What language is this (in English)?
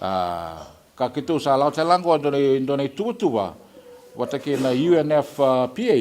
Fijian